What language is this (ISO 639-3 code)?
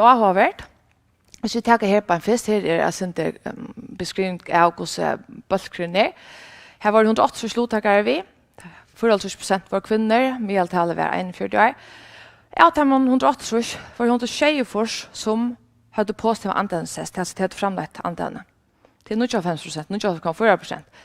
fao